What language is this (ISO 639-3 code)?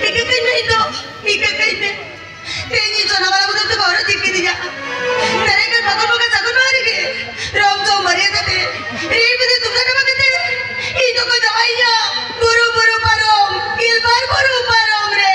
sat